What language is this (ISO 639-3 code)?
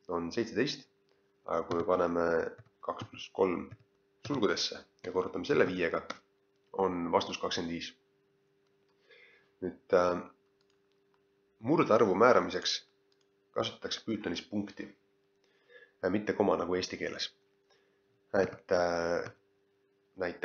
est